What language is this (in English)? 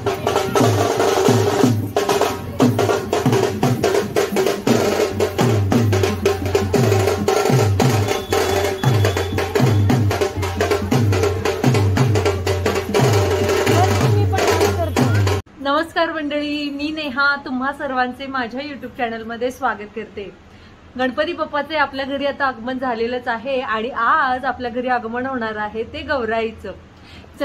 Marathi